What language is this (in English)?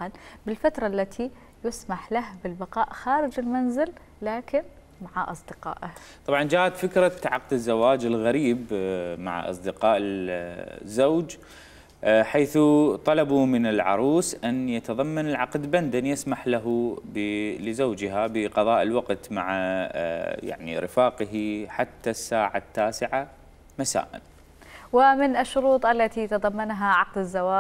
Mesopotamian Arabic